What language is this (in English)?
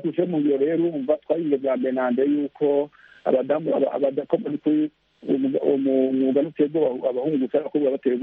Kinyarwanda